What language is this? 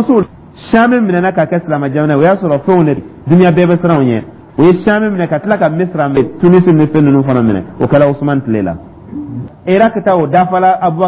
Dyula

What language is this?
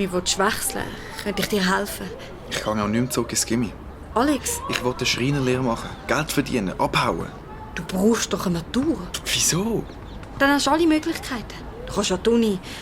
Swiss German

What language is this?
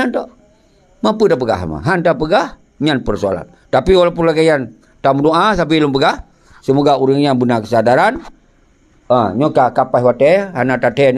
Achinese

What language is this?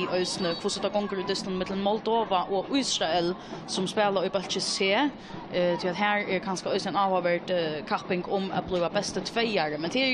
Faroese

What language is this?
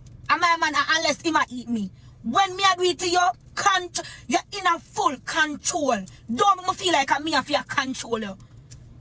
Jamaican Creole English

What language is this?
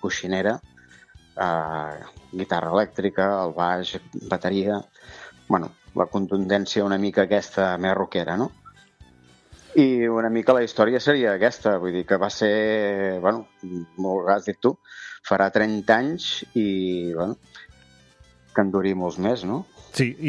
Catalan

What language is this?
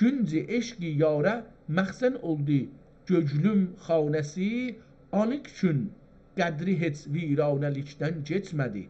South Azerbaijani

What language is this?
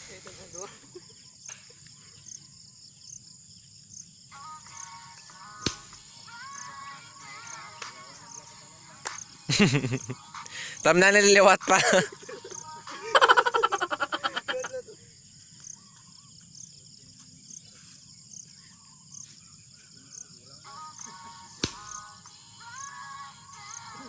Filipino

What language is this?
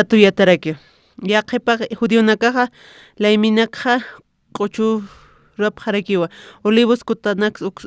Aymara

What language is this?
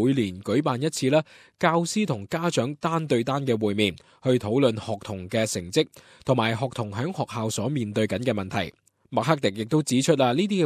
Cantonese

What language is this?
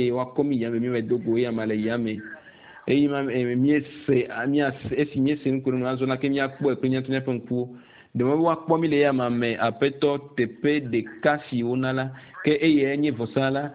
Ewe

